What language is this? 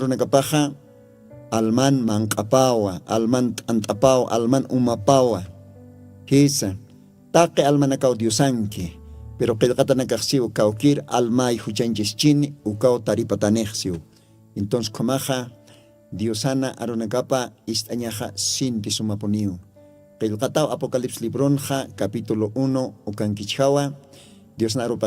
Aymara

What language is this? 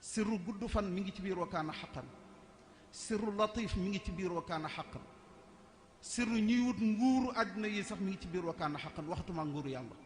Wolof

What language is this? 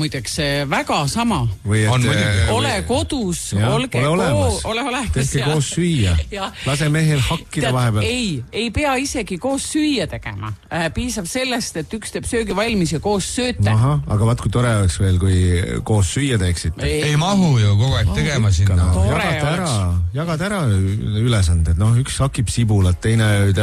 Estonian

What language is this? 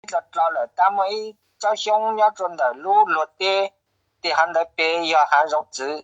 Hmong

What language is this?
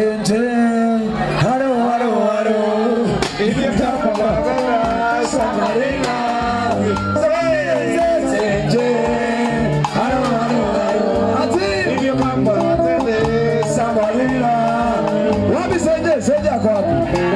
Swahili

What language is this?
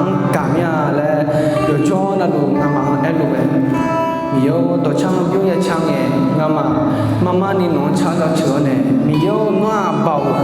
Akha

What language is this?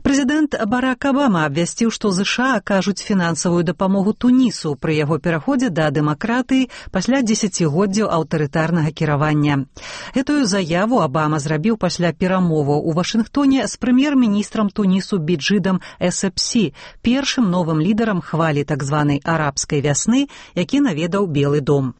Belarusian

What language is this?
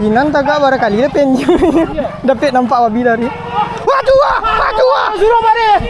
Minangkabau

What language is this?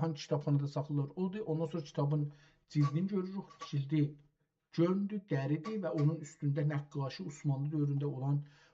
South Azerbaijani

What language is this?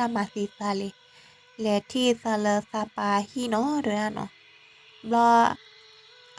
S'gaw Karen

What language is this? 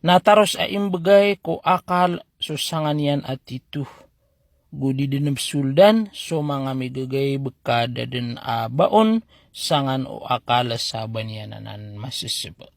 Maranao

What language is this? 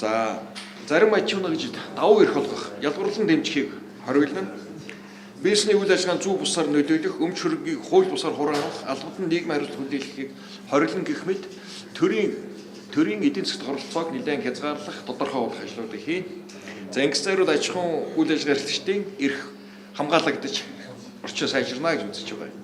Mongolian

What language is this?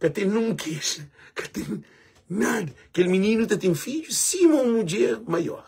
Kabuverdianu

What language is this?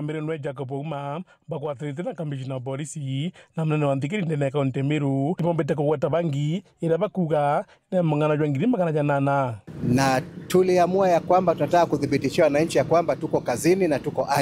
Meru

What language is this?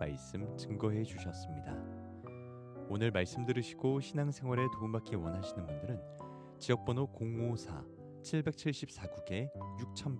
Korean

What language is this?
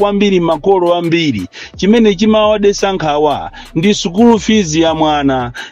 Nyanja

